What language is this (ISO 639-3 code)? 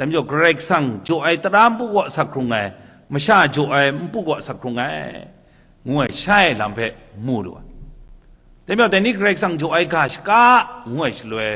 kac